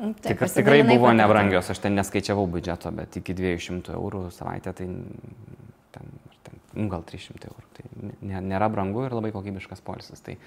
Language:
Lithuanian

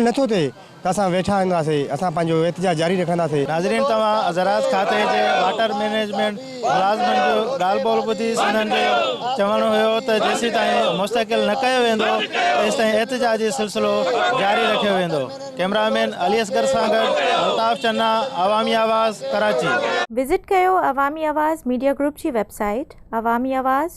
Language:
Sindhi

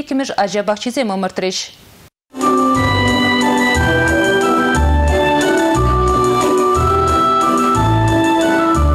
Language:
Chuvash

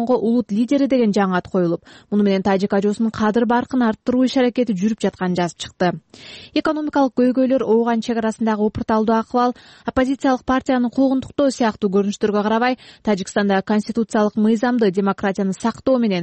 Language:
Kyrgyz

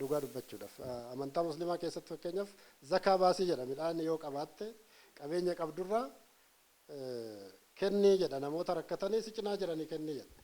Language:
Oromo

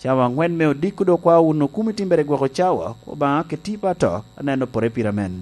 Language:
Lango (Uganda)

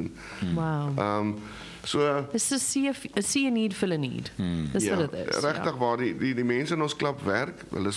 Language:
Afrikaans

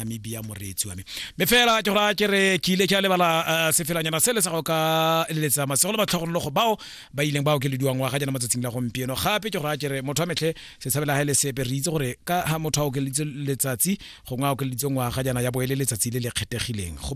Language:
Tswana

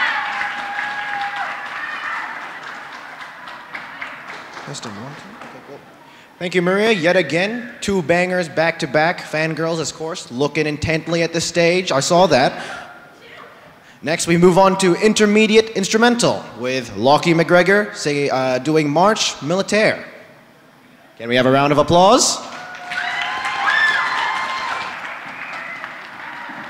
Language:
English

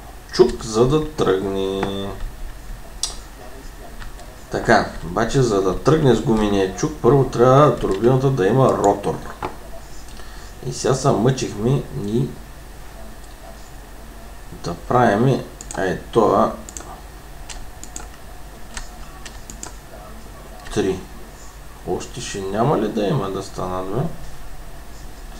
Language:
Bulgarian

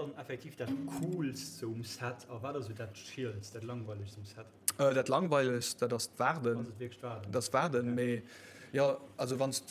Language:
Luxembourgish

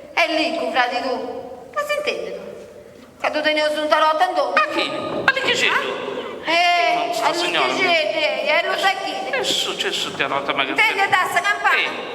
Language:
Sardinian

